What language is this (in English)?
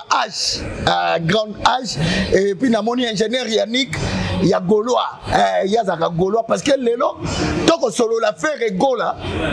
Lingala